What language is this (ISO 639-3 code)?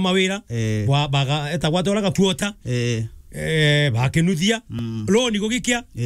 mer